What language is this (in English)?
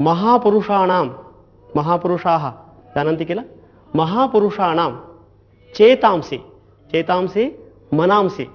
Sanskrit